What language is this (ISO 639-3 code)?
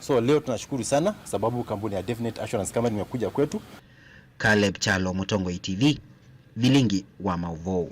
kam